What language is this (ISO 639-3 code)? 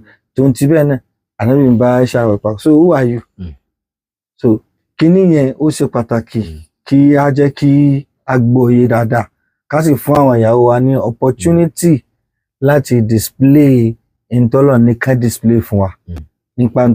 yor